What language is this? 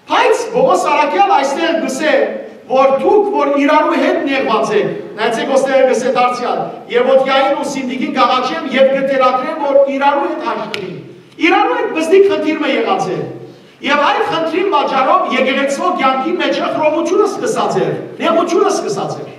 Western Armenian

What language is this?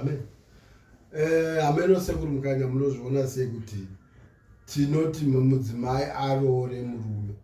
Shona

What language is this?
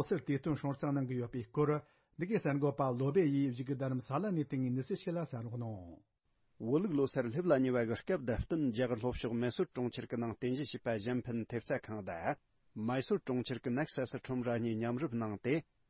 Tibetan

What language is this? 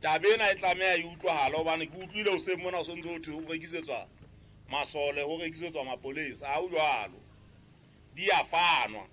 Southern Sotho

